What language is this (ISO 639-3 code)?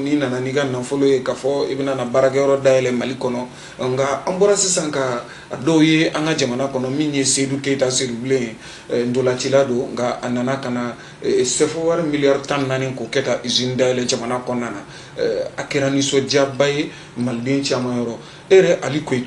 bam